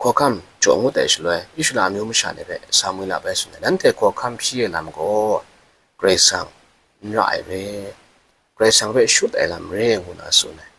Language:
Kachin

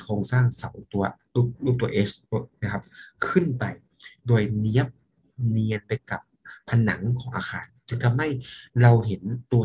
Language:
Thai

